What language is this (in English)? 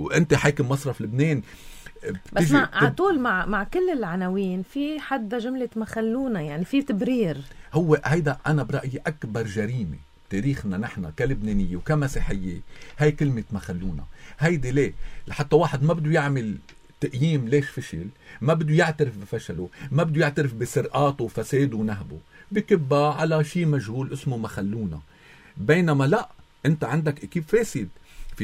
North Levantine Arabic